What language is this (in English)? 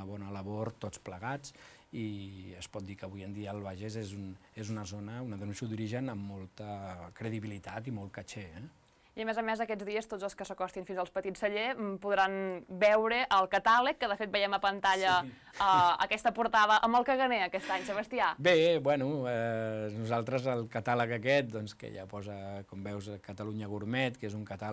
Catalan